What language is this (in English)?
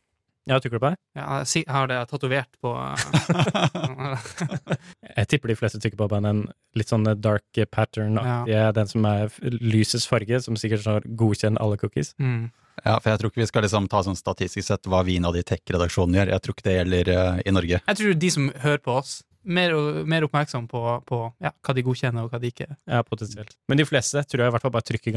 Norwegian